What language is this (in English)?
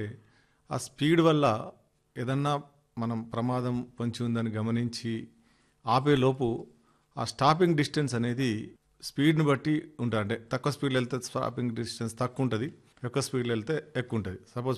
Telugu